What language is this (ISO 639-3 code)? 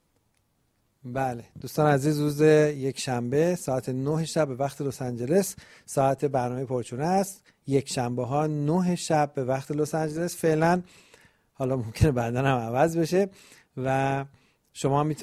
fas